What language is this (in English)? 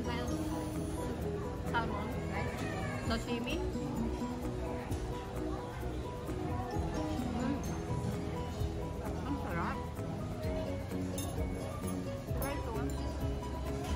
Filipino